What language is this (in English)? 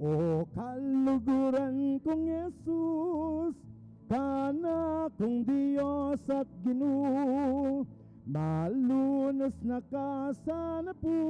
Pampanga